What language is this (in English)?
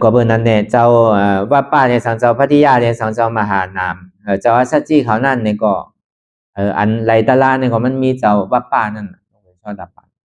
Shan